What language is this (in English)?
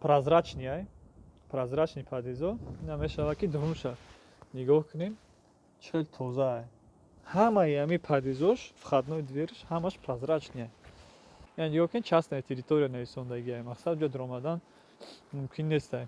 Tajik